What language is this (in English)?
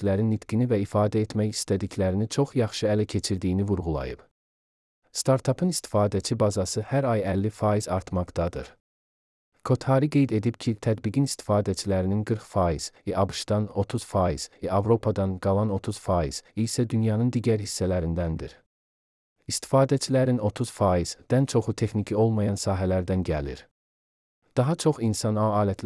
Azerbaijani